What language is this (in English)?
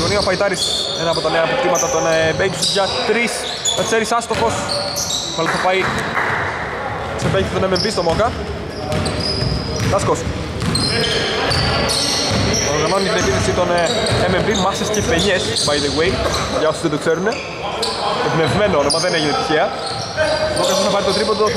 Greek